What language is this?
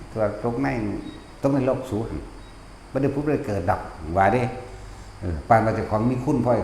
Northeastern Thai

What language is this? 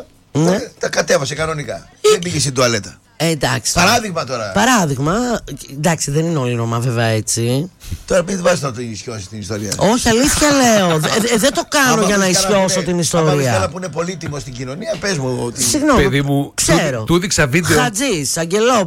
Greek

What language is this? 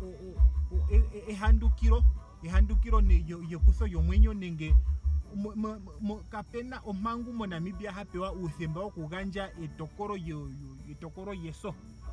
Ndonga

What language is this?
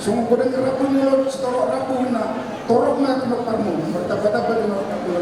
Batak Toba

